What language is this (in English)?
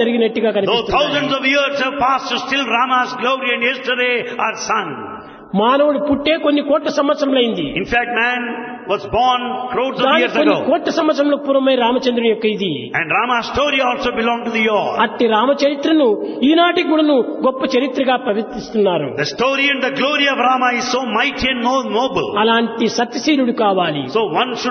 Telugu